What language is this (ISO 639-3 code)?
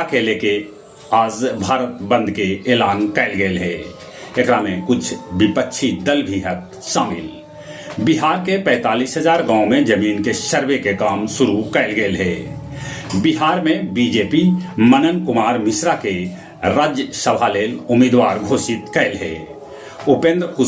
mag